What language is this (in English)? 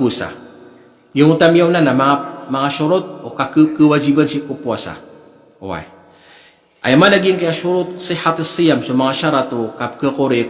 Maranao